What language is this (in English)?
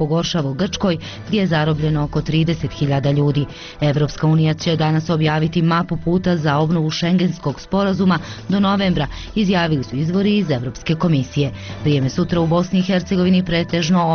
Bosnian